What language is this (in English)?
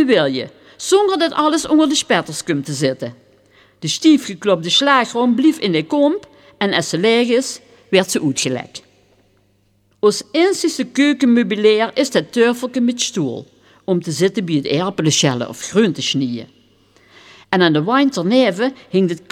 Dutch